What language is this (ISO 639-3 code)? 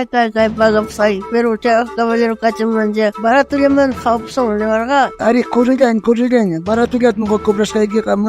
quh